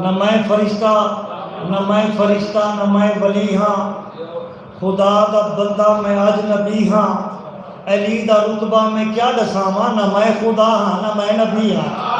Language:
Saraiki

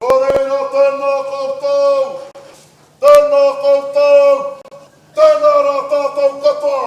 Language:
Māori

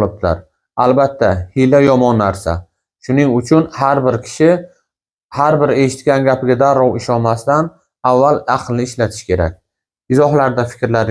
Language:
Uzbek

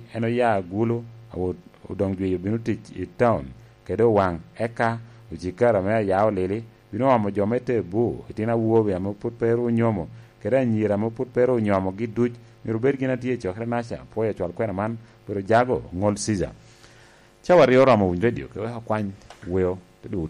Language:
Lango (Uganda)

